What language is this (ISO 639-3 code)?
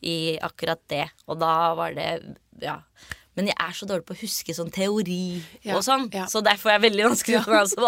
nor